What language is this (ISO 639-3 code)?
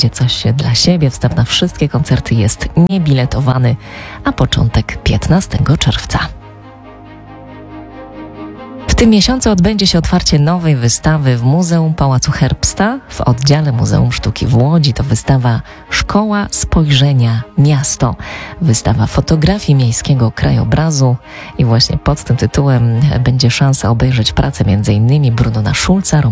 pol